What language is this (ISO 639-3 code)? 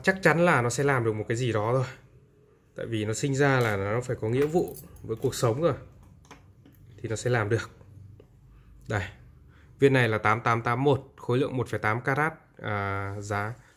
vie